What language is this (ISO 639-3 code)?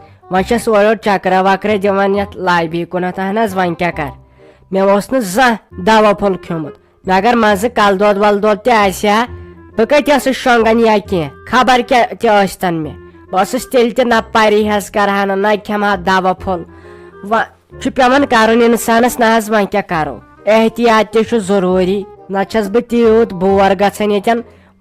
kas